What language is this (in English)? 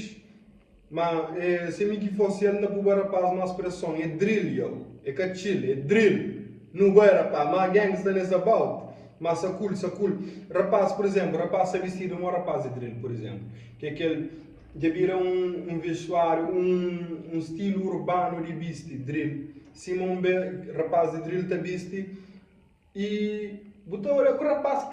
Kabuverdianu